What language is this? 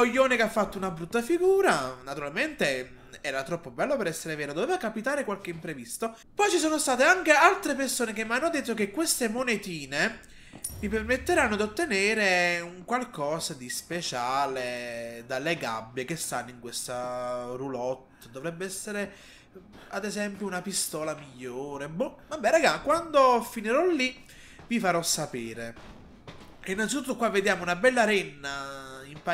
Italian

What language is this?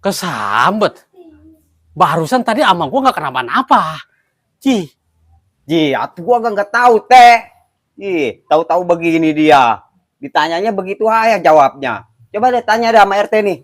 Betawi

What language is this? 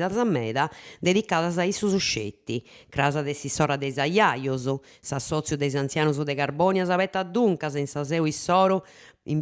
Sardinian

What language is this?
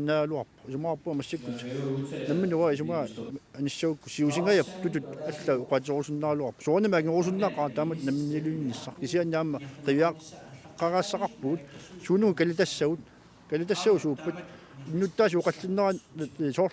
Kalaallisut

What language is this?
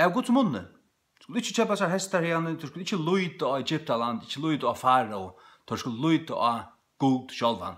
Faroese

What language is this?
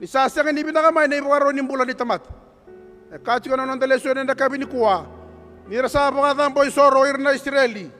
Fijian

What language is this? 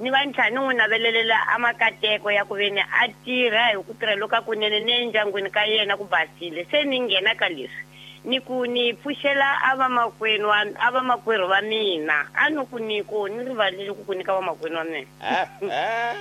Tsonga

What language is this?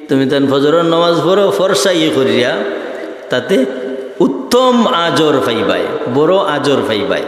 Sylheti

